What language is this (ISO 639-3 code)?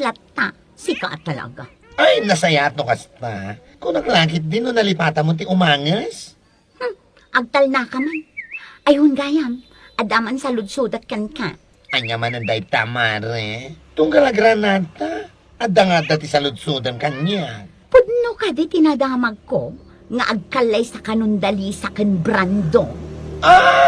ilo